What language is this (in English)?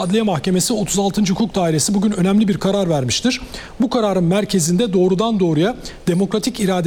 Turkish